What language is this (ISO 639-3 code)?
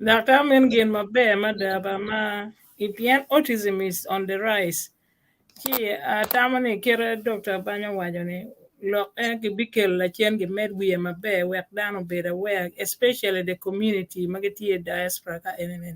ach